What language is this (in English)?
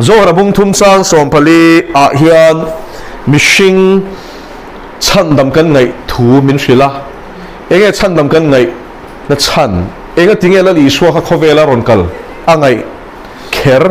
Mizo